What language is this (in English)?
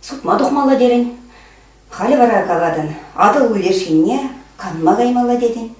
Chuvash